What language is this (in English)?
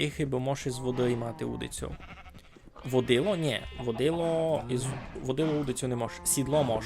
Rusyn